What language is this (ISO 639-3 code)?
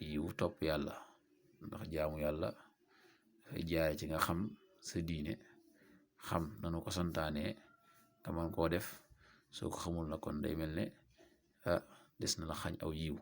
wol